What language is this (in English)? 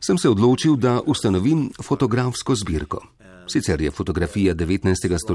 Slovenian